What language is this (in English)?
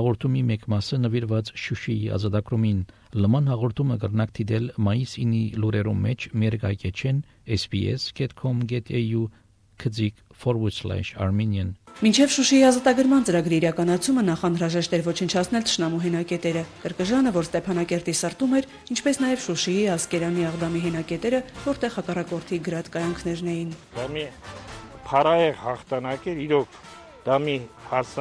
Armenian